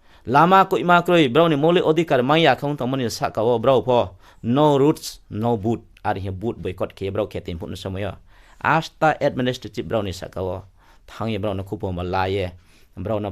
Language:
Riang (India)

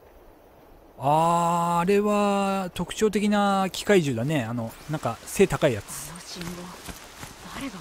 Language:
Japanese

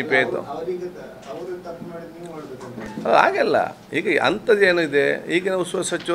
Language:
Kannada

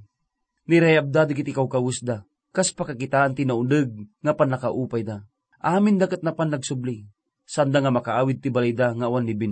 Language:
Iloko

